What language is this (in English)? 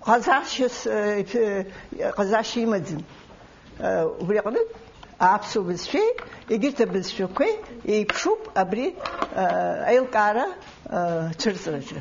Abkhazian